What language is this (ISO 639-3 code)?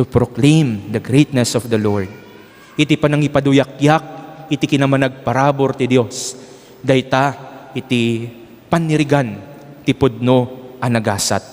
ilo